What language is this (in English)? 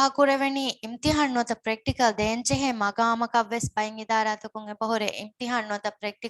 Divehi